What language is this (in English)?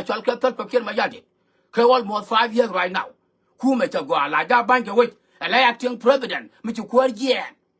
Nuer